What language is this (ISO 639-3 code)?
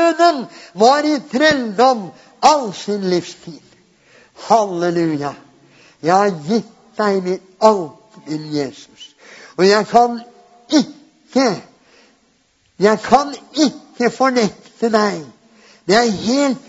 nor